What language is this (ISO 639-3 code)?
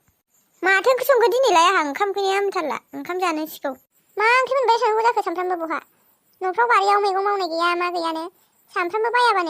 brx